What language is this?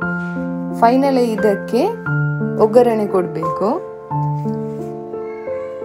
Kannada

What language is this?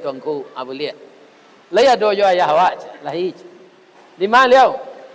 Minangkabau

